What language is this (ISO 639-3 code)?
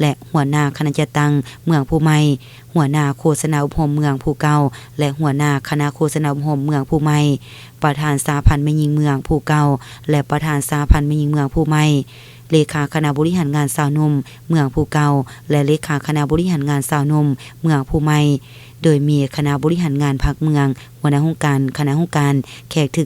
lao